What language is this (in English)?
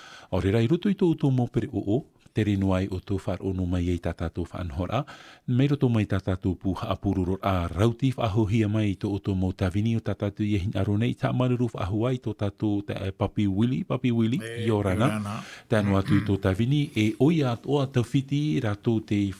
Tahitian